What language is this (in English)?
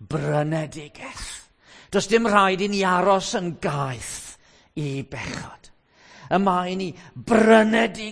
Welsh